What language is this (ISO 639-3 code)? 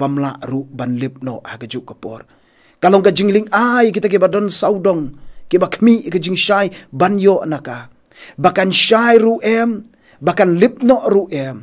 kha